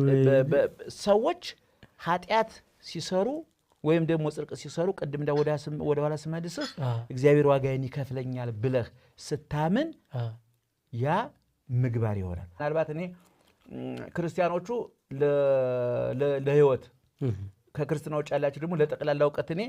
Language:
Amharic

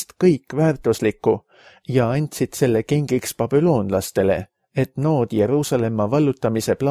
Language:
Estonian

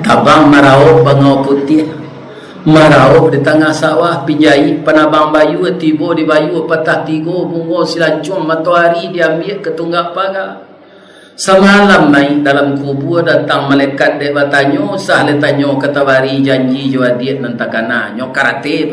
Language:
Minangkabau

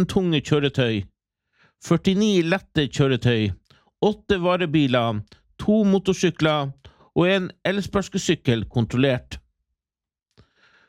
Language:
Norwegian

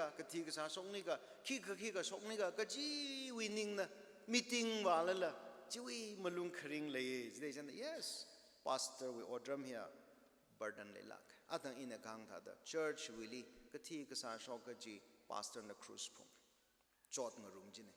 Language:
Tangkhul Naga (India)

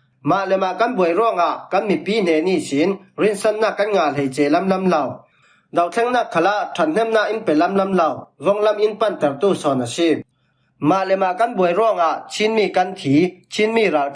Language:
Falam Chin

